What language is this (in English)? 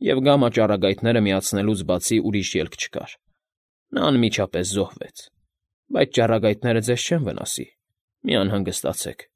Armenian